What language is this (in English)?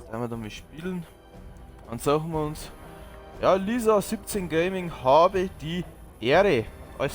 Bavarian